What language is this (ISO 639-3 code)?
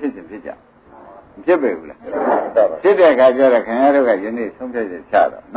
mya